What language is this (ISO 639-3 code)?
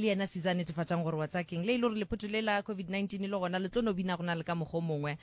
nso